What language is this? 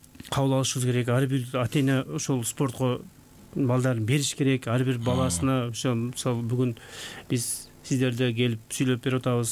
Kyrgyz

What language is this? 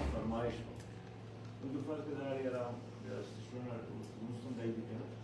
Brahui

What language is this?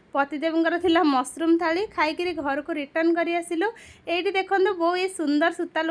Odia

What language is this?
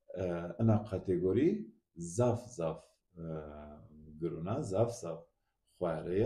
Zaza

